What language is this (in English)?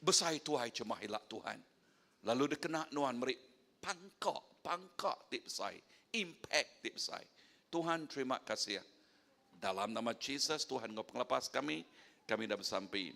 Iban